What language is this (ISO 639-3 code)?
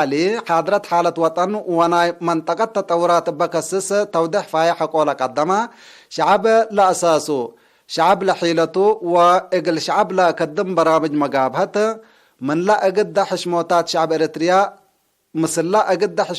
tig